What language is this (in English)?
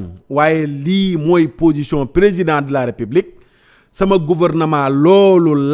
Wolof